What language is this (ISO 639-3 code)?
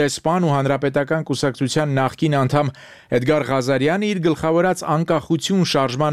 hye